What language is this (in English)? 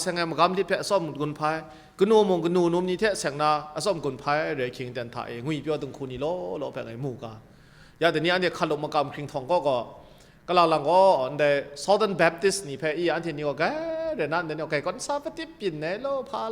Kachin